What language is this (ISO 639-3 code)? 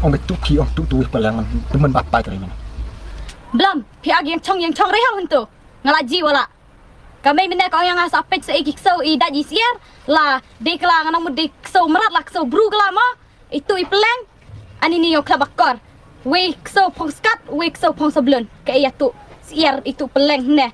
kha